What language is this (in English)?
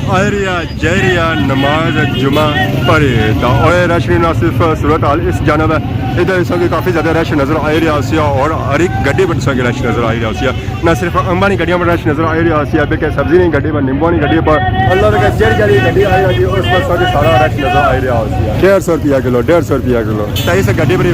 Pahari-Potwari